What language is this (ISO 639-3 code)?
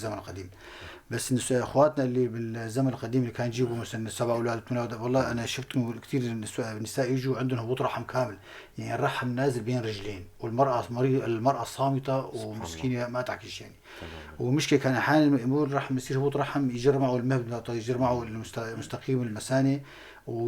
apc